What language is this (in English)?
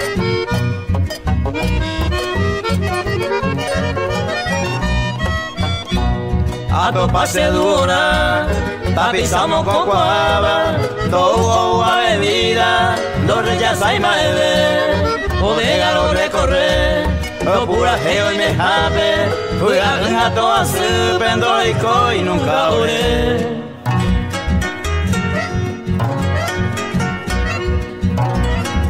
Spanish